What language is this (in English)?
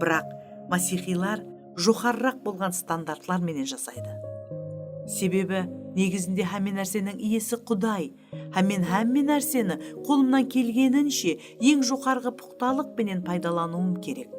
Kara-Kalpak